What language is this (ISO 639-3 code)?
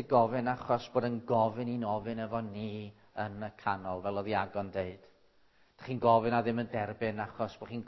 cym